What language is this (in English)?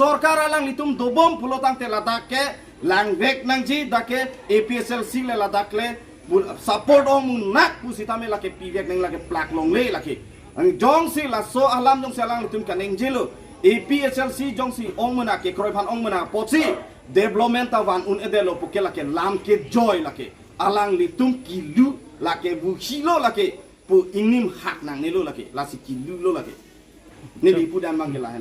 Karbi